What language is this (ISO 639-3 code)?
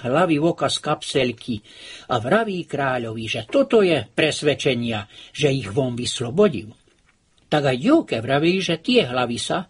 slk